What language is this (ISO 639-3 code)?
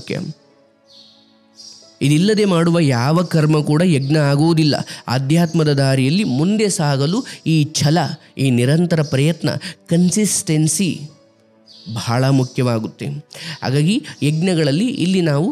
kan